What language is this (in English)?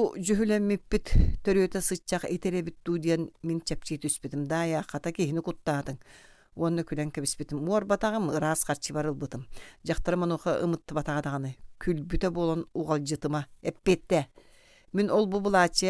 Yakut